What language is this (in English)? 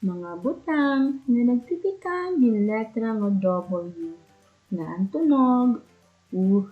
Waray